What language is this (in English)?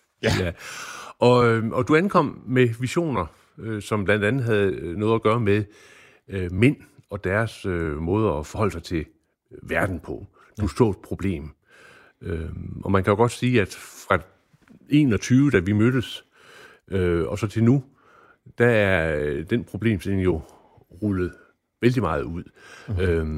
Danish